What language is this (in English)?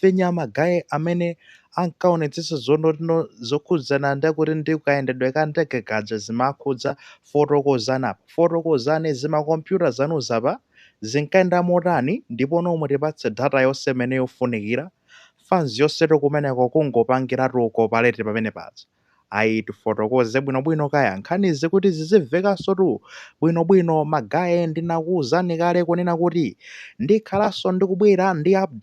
Nyanja